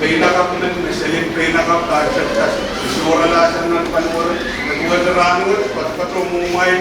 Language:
Pohnpeian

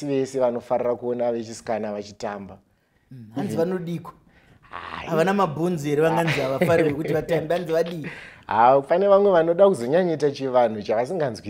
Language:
Shona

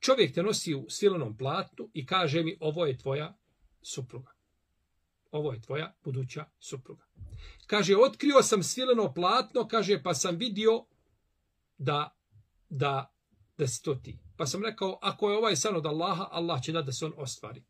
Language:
Bosnian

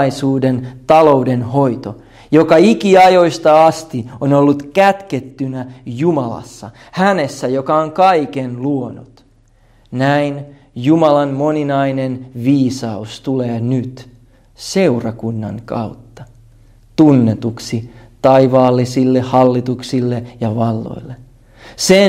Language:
Finnish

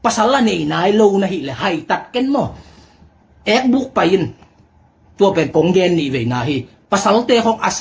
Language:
Tedim Chin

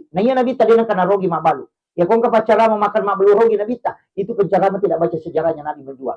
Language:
Buginese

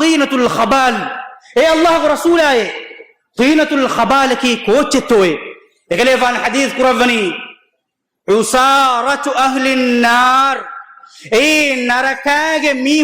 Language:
Divehi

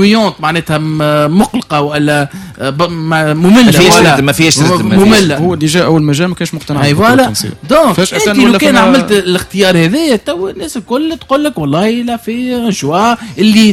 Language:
Tunisian Arabic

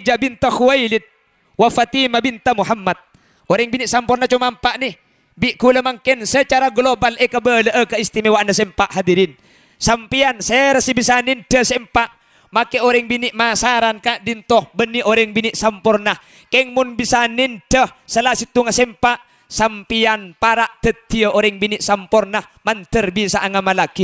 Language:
Madurese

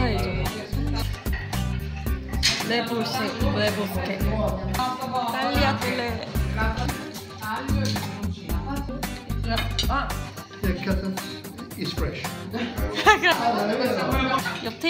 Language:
Korean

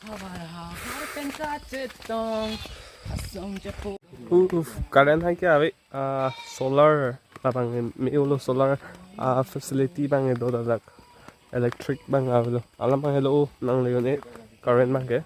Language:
Karbi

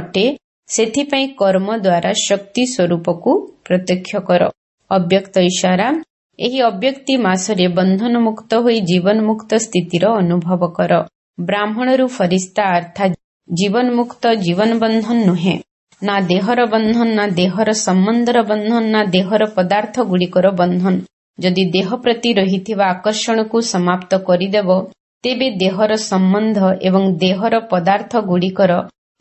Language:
Odia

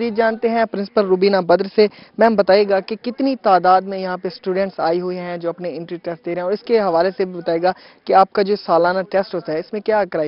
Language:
Urdu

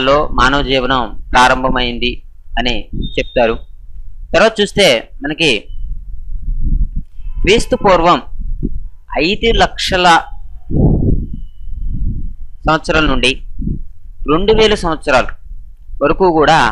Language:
Telugu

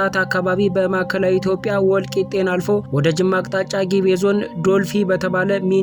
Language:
Amharic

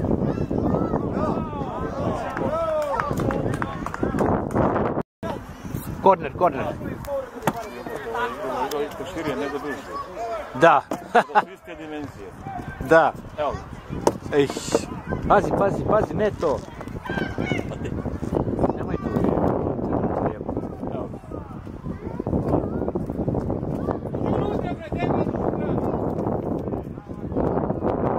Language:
Croatian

